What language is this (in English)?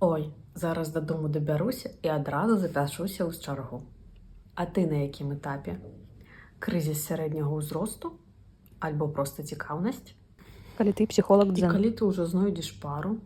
Belarusian